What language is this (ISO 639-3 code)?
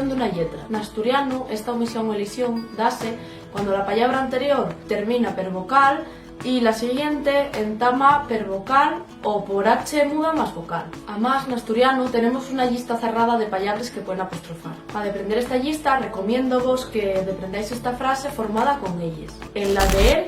ast